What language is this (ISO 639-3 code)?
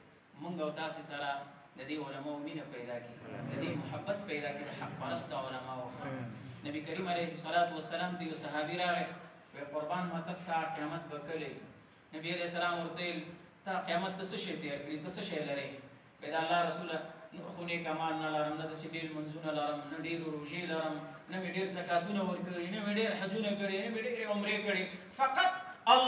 pus